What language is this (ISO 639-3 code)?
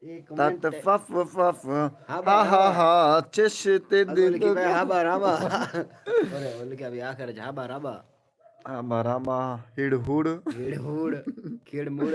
skr